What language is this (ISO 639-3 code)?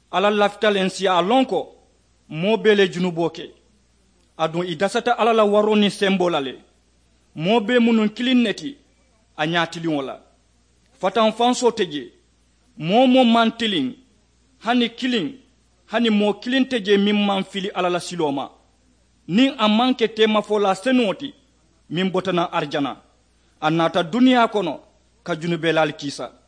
man